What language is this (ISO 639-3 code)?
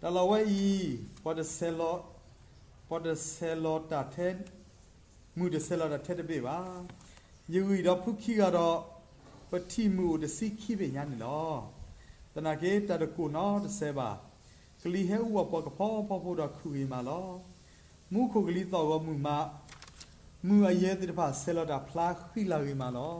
ksw